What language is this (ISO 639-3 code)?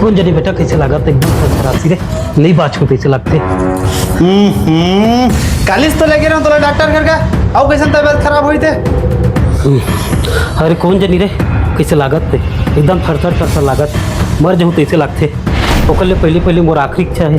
hne